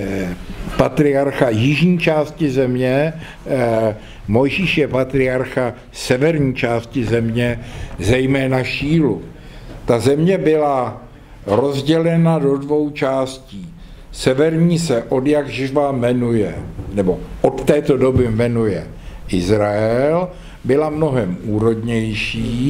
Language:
Czech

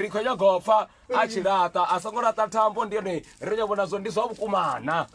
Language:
Venda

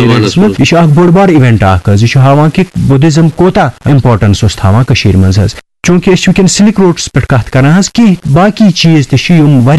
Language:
Kashmiri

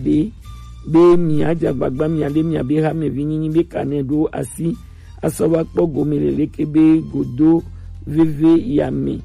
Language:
Gen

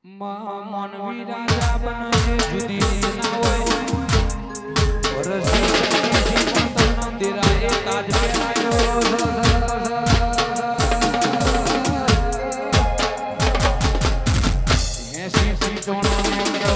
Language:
Gujarati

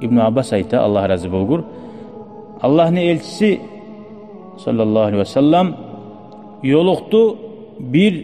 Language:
Kumyk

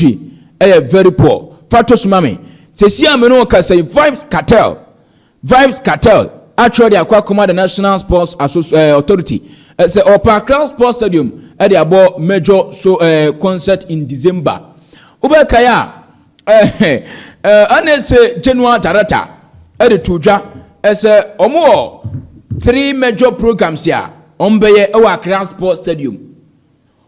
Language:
Akan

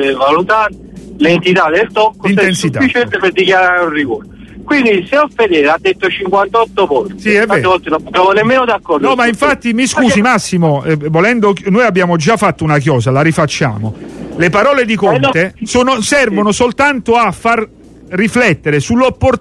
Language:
Italian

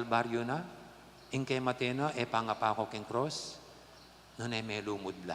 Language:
Pampanga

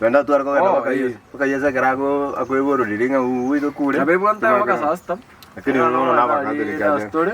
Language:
Gusii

